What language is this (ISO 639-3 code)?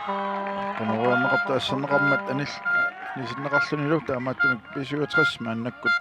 kal